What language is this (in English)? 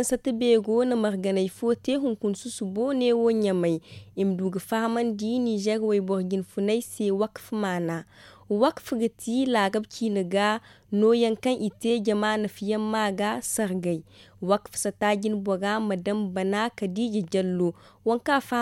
Zarma